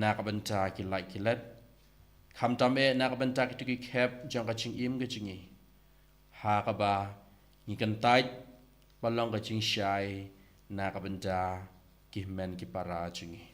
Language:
Khasi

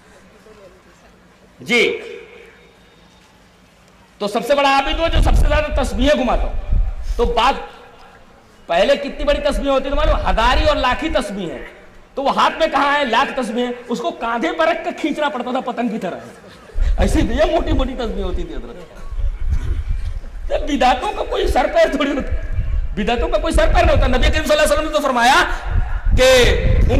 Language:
Urdu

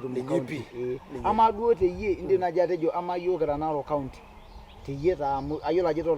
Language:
Masai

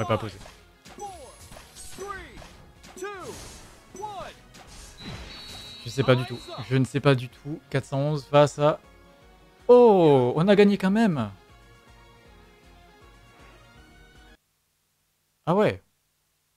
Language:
French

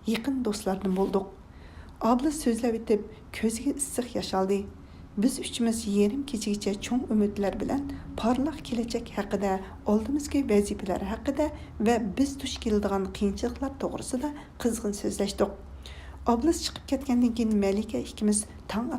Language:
Uyghur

